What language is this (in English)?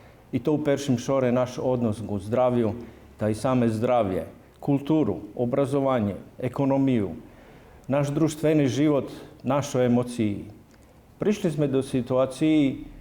Rusyn